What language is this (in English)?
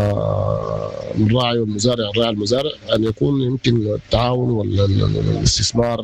Sudanese Arabic